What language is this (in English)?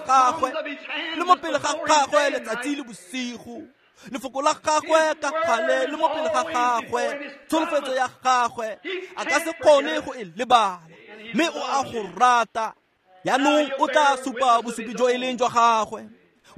Tswana